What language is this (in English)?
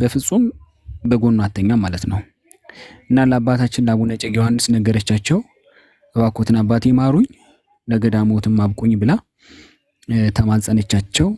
Amharic